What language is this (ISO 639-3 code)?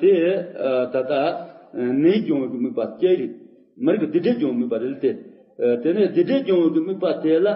bod